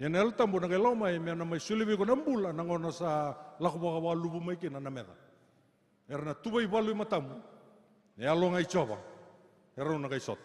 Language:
Fijian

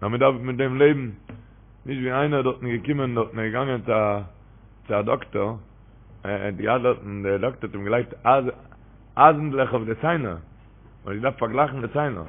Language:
Yiddish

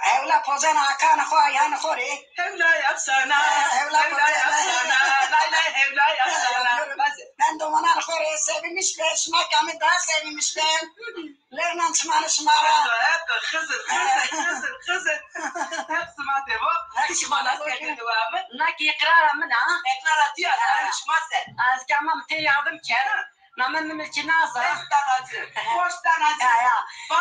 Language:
Zaza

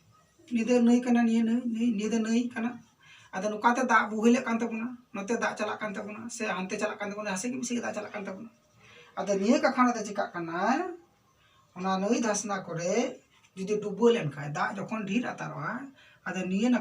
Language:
Santali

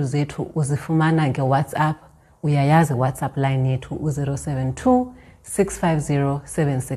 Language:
Xhosa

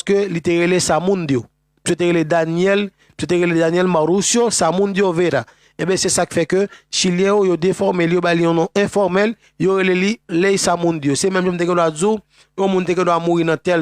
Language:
Haitian Creole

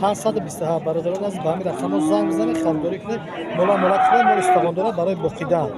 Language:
Tajik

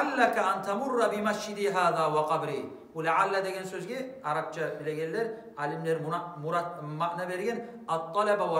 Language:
Kumyk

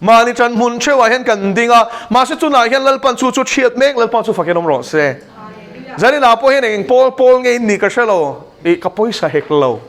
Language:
Mizo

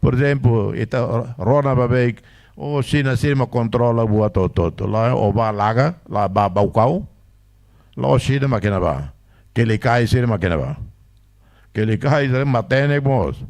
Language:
Tetum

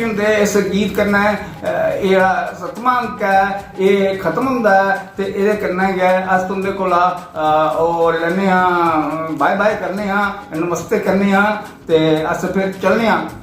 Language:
Dogri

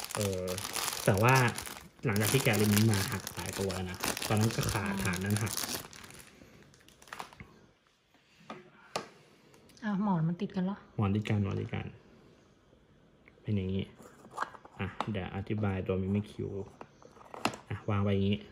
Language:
Thai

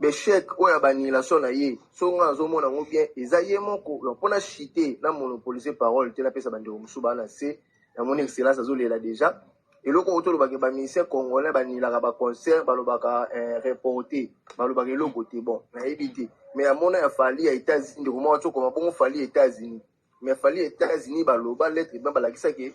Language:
Lingala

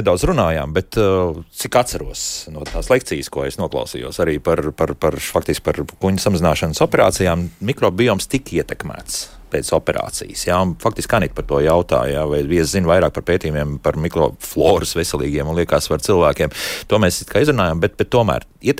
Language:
Latvian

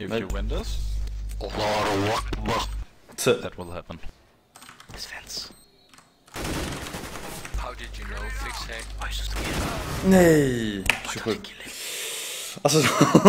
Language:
Swedish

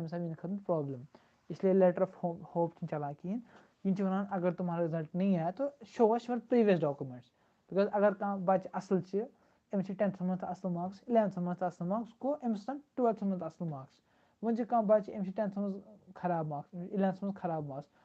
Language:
Kashmiri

